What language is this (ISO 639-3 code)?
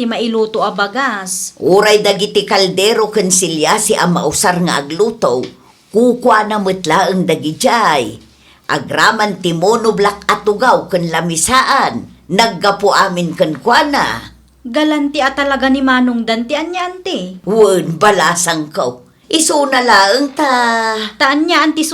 ilo